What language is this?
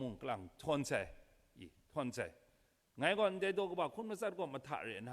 Kachin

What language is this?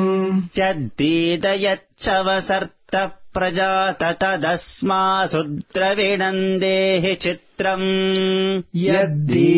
Sanskrit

